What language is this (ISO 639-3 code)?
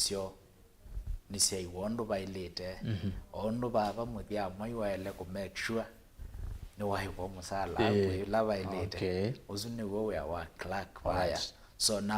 kam